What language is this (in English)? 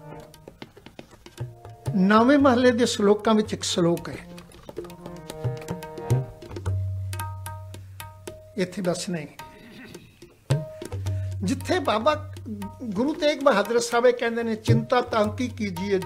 Punjabi